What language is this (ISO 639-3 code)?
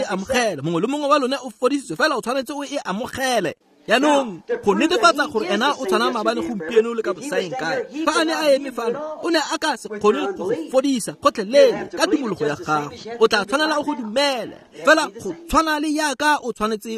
tsn